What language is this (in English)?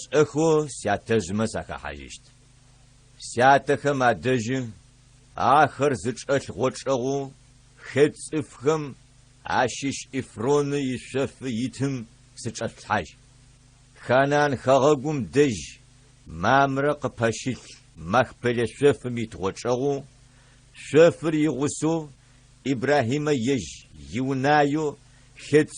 Adyghe